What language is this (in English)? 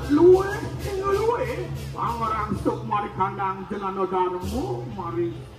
Balinese